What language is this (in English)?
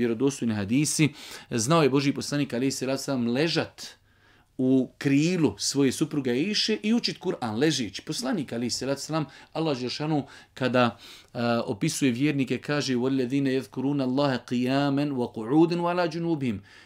Bosnian